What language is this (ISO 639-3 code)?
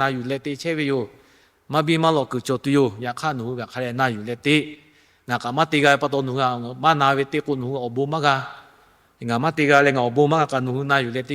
lhu